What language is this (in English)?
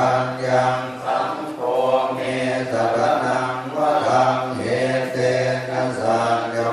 Pali